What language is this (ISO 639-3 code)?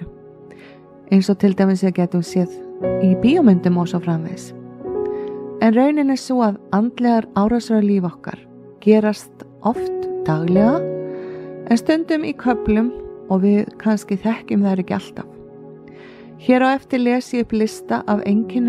isl